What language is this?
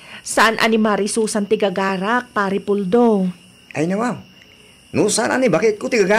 Iloko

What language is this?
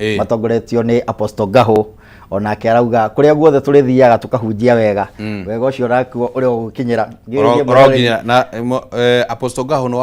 Kikuyu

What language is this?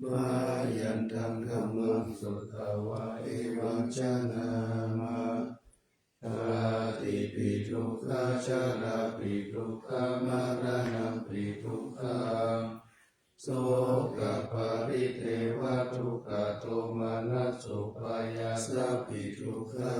Pali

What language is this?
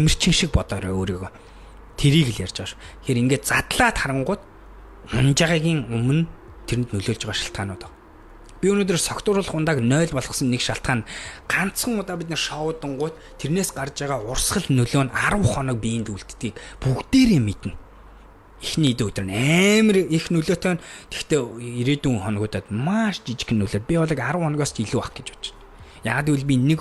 Mongolian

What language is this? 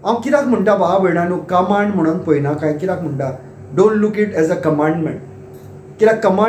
Konkani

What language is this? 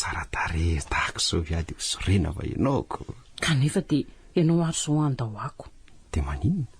Malagasy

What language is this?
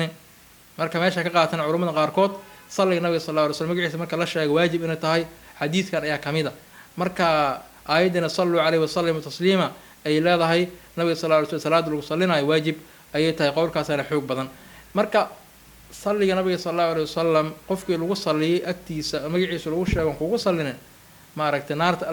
Somali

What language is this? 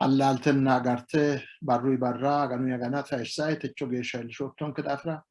Sidamo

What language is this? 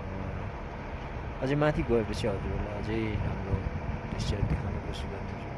Nepali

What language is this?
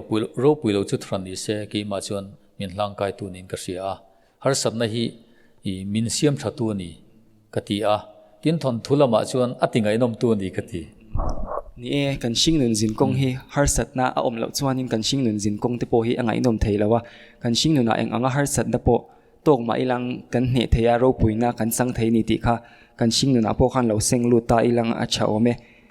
Mizo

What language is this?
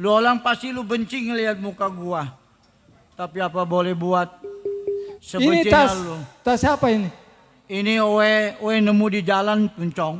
Betawi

